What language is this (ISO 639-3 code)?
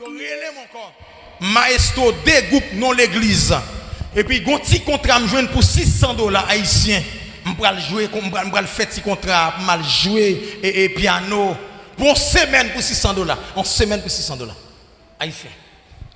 hat